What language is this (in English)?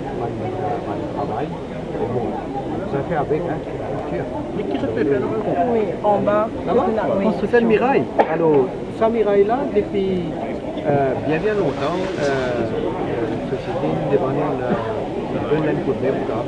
Morisyen